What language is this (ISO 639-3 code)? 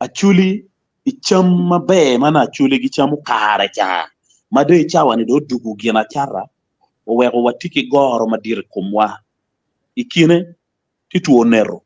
ach